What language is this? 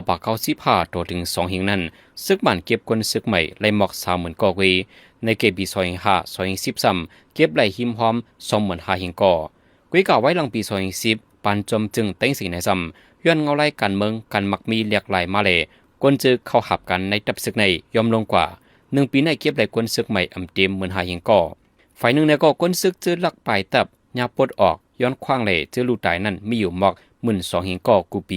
Shan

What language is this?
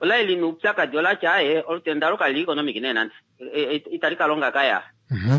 Kuanyama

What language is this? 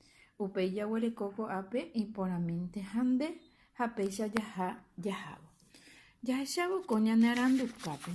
Guarani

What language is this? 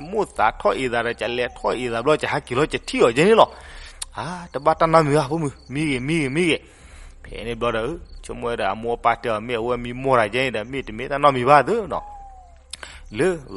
S'gaw Karen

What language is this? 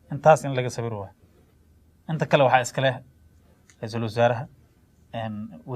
Somali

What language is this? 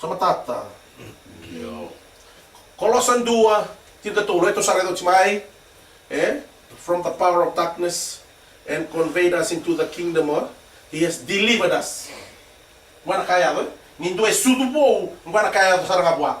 Fijian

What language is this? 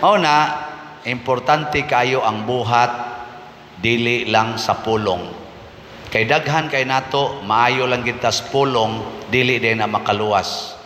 Cebuano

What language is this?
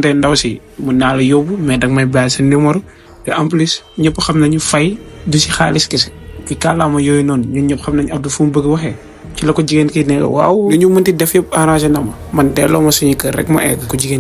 Wolof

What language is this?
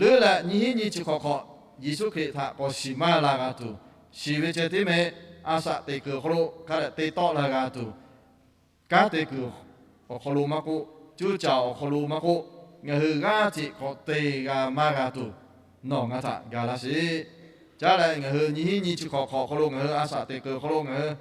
Lahu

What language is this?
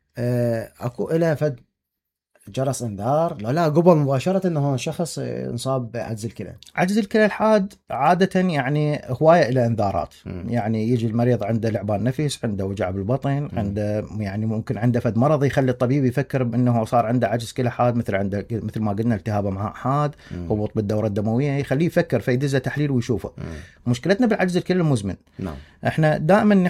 Mesopotamian Arabic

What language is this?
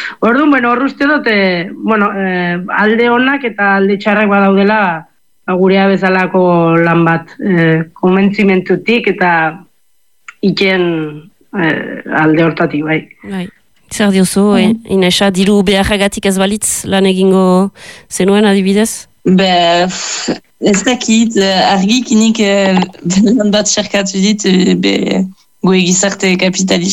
Basque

